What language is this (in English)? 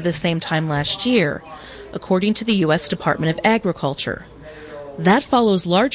English